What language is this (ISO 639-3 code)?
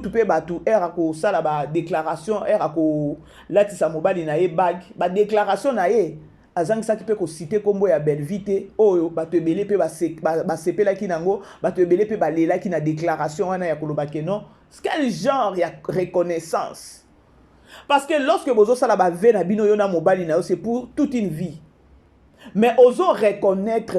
lin